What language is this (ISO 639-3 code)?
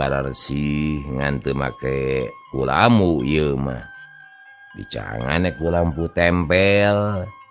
sun